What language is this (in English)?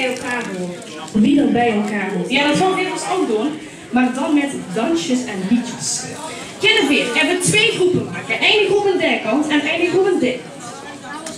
Limburgish